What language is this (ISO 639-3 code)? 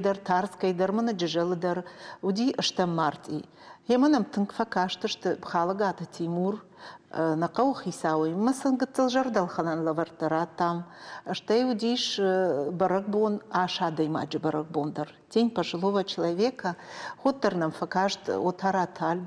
oss